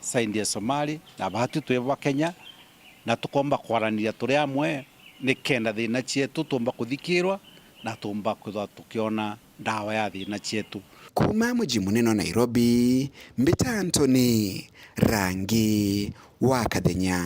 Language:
Meru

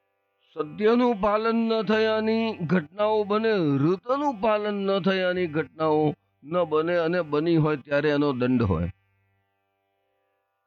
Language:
Gujarati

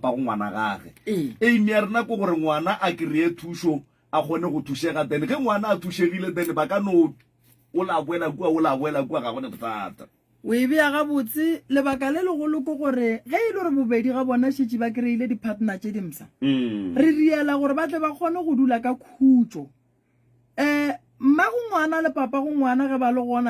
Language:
Northern Sotho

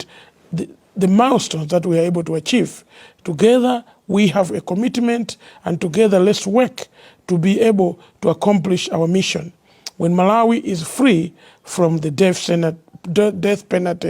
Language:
English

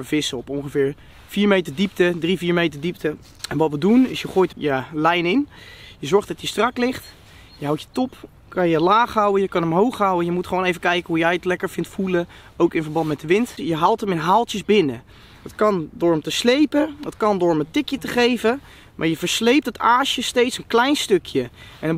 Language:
Dutch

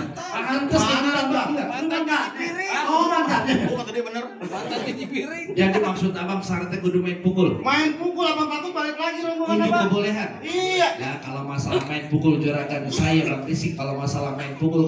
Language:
Betawi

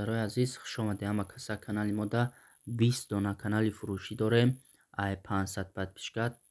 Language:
Tajik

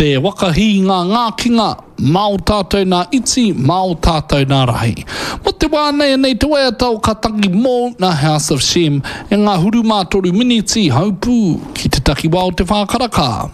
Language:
Māori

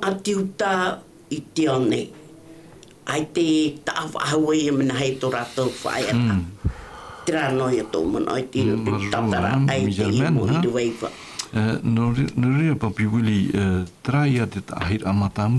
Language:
Tahitian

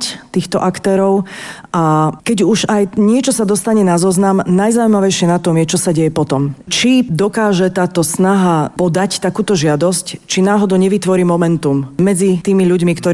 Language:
Slovak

